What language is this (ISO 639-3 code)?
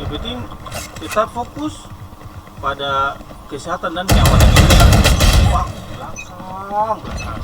abs